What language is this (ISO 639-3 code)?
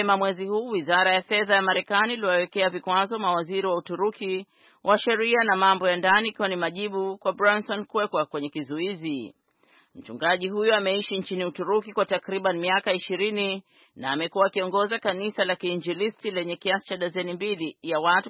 swa